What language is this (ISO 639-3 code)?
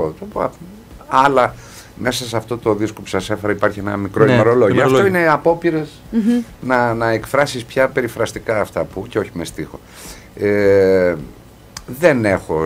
ell